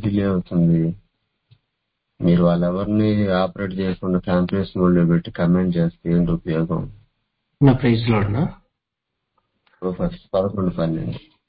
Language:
Telugu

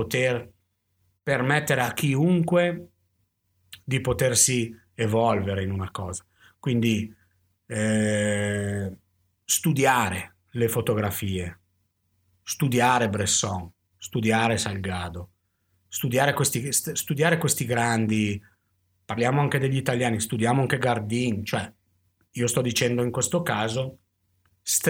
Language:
Italian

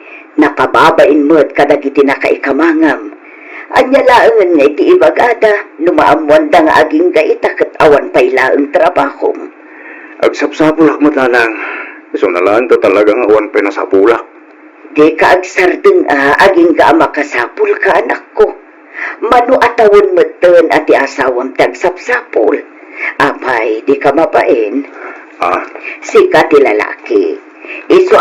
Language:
Iloko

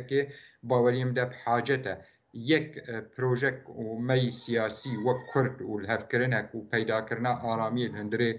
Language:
Kurdish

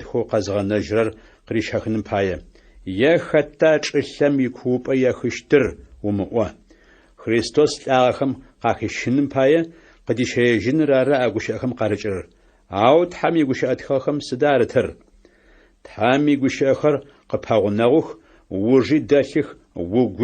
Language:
Adyghe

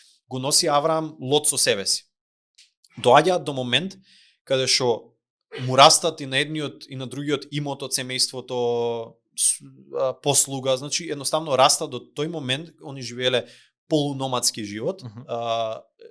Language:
Macedonian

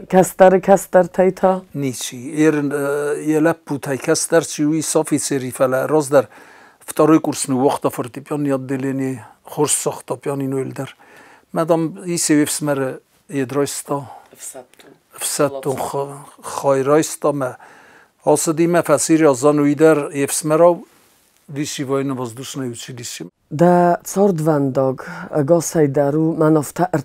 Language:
Ossetic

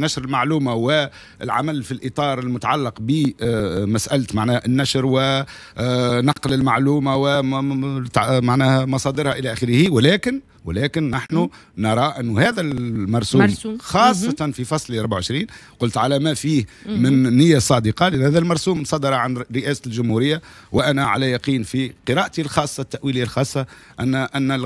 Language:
Tunisian Arabic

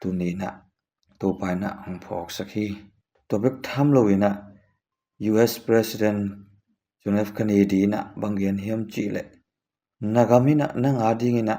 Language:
Tedim Chin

